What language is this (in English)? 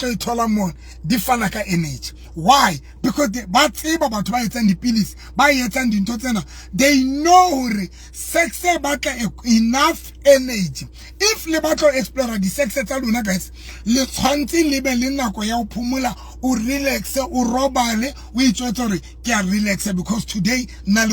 Southern Sotho